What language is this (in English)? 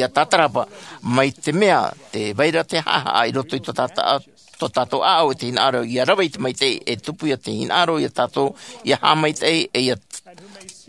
Tahitian